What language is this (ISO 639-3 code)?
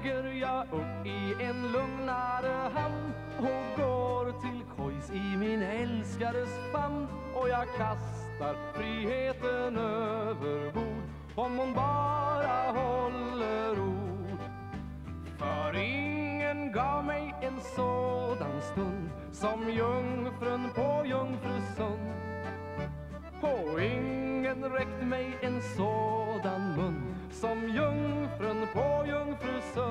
swe